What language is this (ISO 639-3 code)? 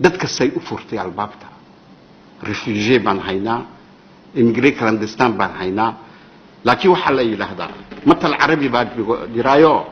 som